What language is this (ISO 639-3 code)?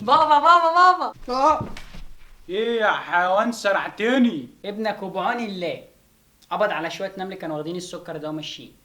arz